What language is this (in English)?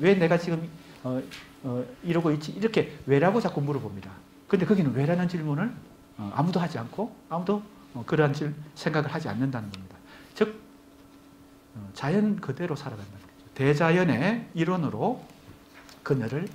Korean